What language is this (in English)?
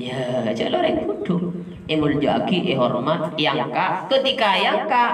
Madurese